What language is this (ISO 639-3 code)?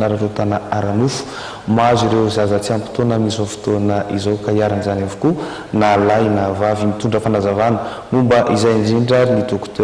mlg